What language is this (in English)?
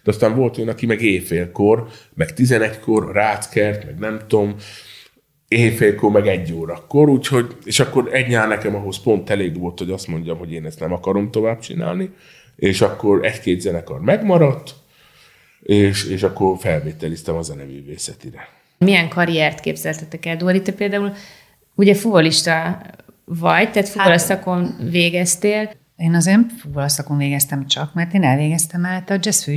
Hungarian